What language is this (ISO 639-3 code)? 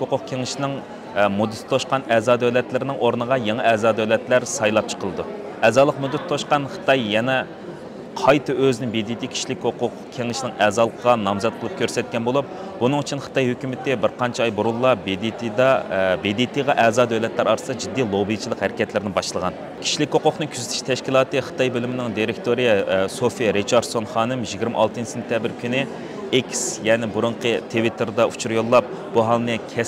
uig